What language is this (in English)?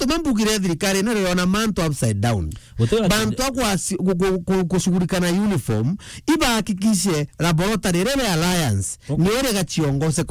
Meru